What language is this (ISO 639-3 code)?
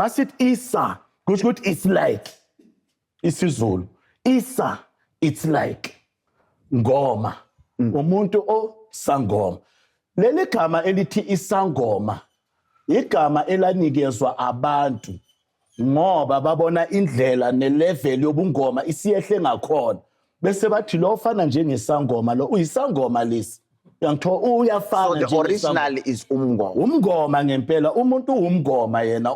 zul